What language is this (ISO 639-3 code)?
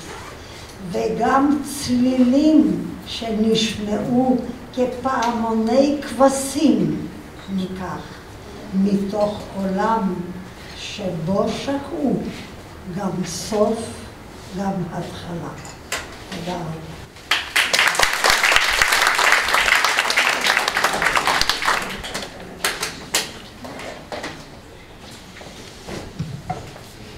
heb